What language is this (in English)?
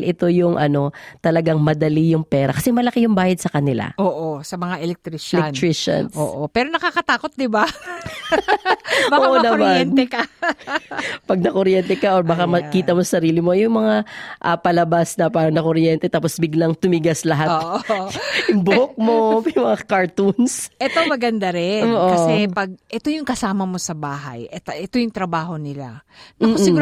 Filipino